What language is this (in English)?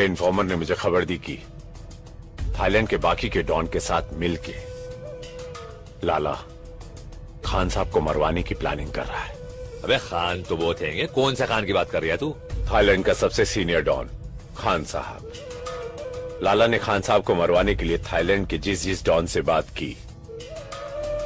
Hindi